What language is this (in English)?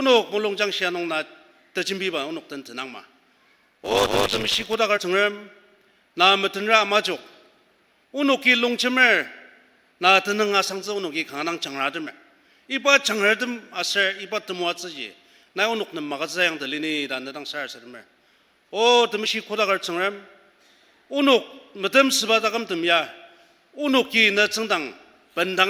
Ao Naga